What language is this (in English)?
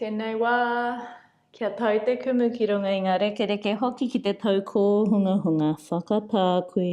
Māori